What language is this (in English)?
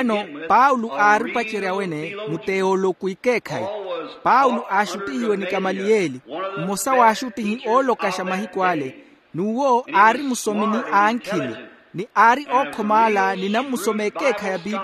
Makhuwa